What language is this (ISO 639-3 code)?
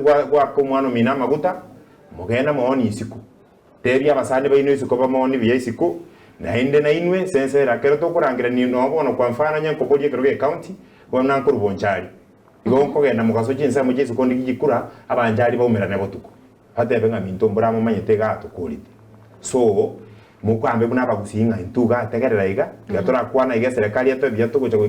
guz